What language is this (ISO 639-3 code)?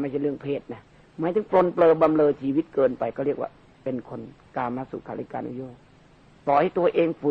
tha